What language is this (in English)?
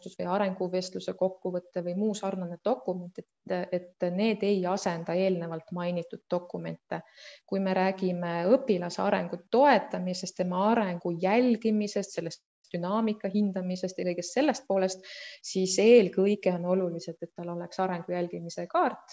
Estonian